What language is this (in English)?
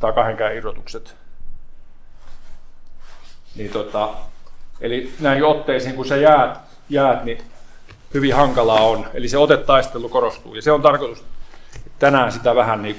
Finnish